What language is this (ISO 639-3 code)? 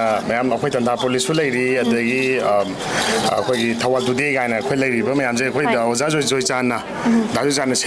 mni